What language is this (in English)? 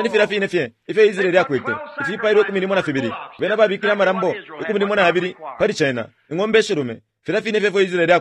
Bemba